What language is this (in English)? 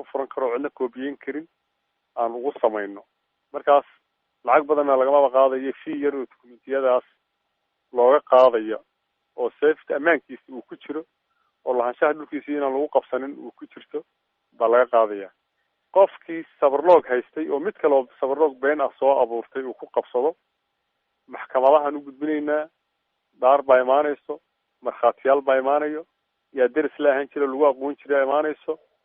Somali